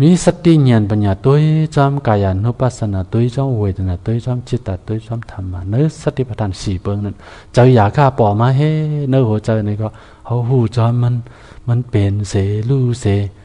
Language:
Shan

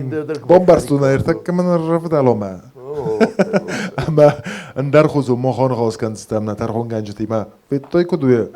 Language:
Ossetic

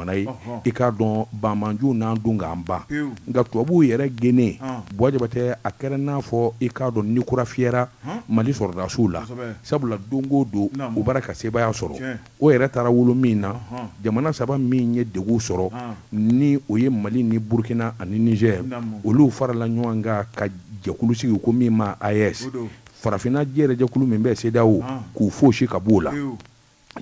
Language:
Bambara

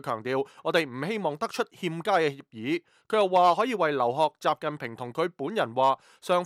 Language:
Cantonese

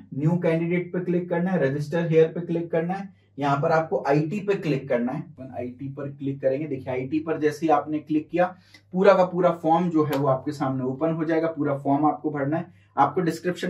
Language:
Hindi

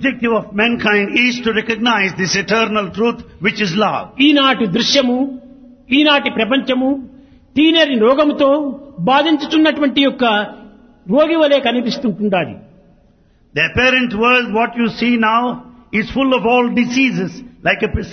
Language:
Telugu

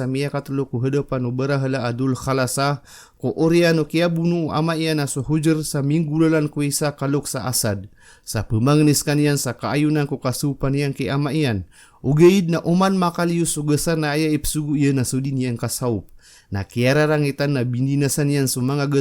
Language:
Maranao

